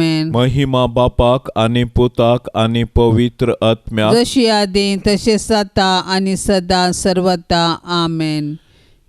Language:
Konkani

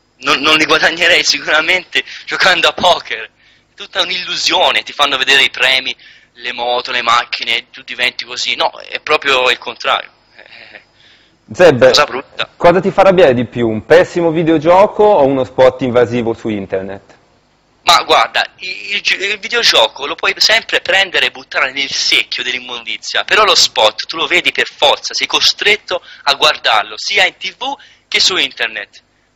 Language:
Italian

